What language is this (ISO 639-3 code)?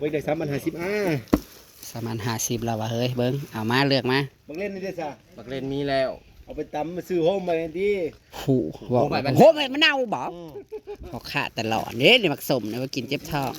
tts